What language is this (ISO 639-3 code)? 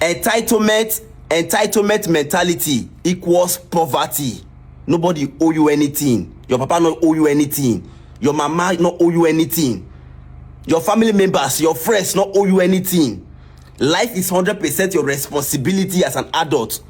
pcm